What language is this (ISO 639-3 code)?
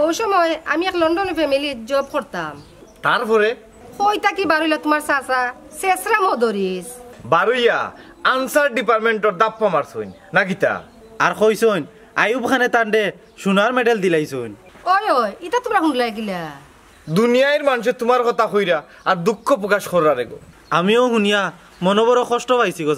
syl